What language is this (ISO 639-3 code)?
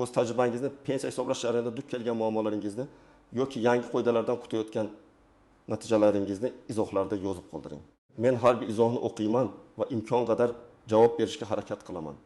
uzb